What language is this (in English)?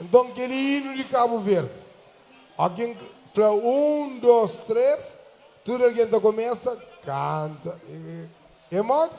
Kabuverdianu